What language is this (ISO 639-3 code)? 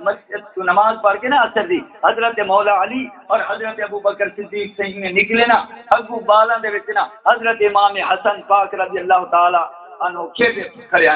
skr